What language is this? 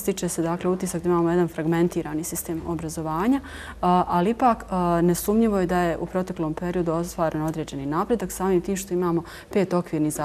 Bosnian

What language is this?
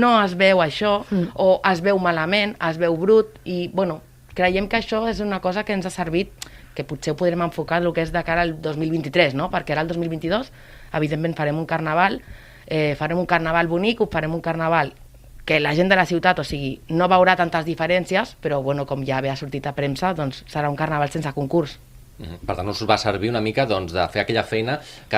Catalan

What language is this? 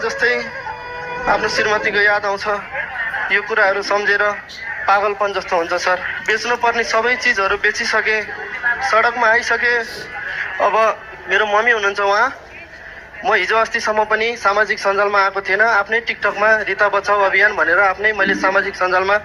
Nepali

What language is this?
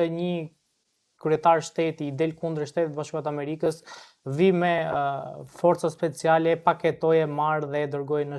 Albanian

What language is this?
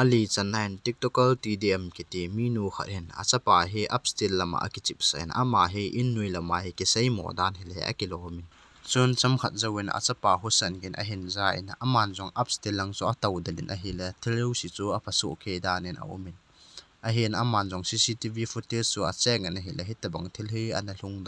Thado Chin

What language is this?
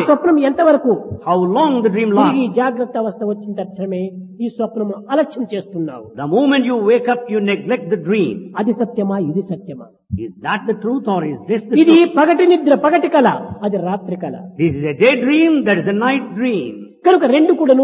Telugu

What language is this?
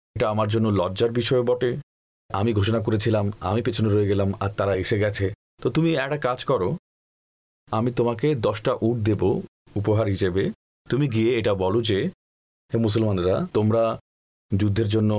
Bangla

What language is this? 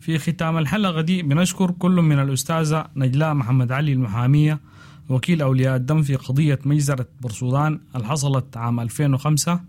Sudanese Arabic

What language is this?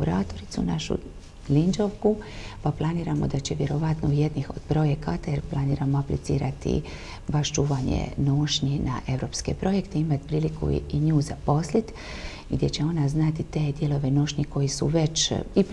Croatian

